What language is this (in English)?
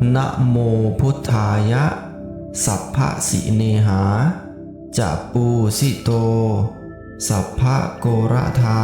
Pali